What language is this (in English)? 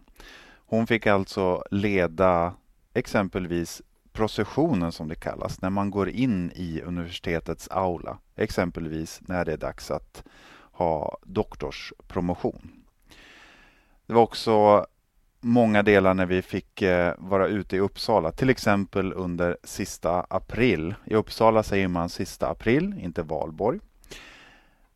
Swedish